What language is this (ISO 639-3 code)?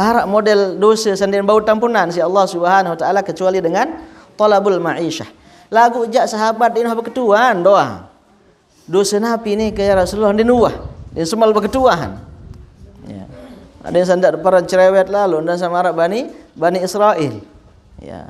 sas